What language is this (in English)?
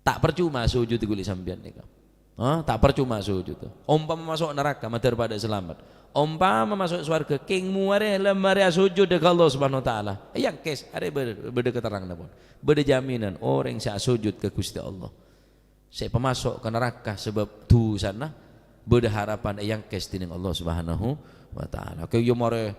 Madurese